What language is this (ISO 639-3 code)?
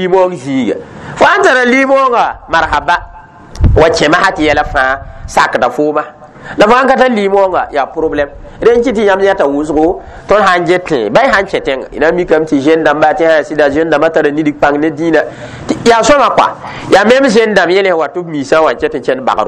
mos